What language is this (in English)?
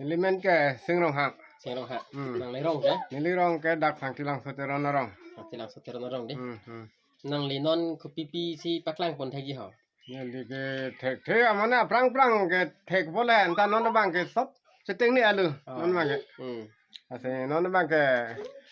Karbi